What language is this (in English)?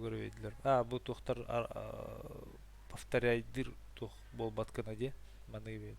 Yakut